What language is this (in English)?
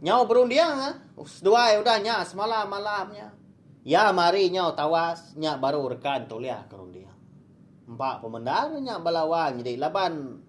Iban